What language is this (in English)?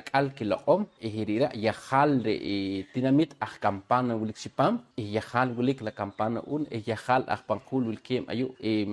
Poqomchi'